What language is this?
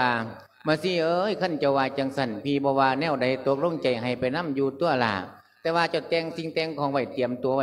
Lao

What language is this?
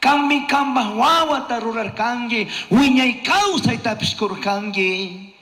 Chimborazo Highland Quichua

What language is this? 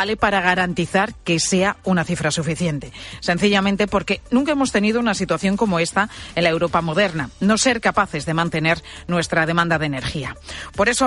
Spanish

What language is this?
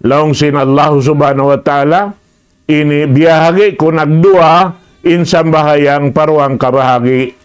Tausug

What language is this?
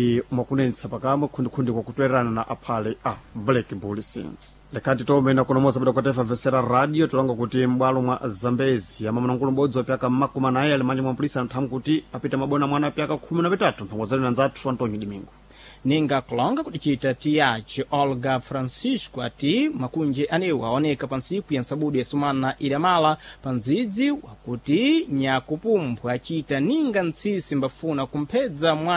Sena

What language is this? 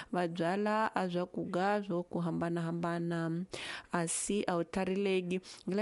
Tsonga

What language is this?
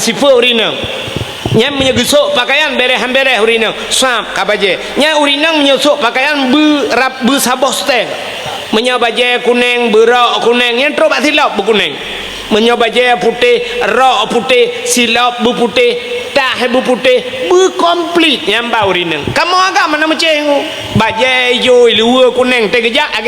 Achinese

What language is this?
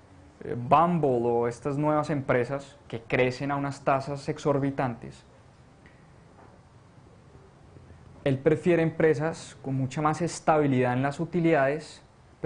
Spanish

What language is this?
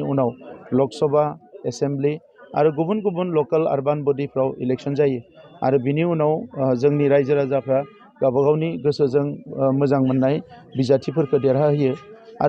Bodo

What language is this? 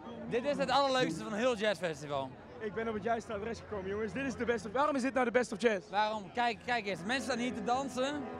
Dutch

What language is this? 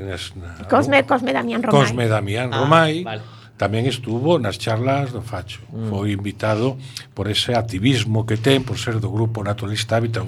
Galician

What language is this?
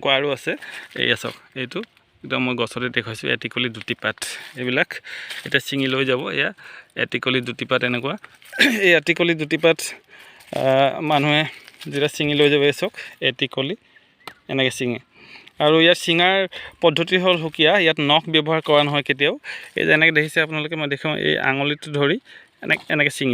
Assamese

